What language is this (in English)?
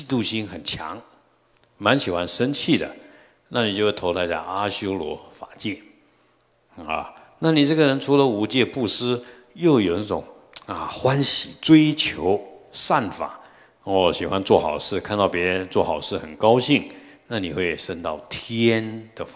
Chinese